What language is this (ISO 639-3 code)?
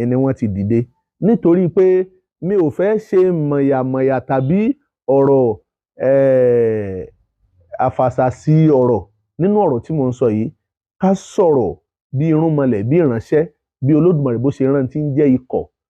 yor